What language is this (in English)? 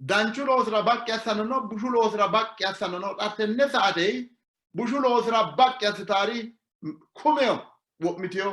Sidamo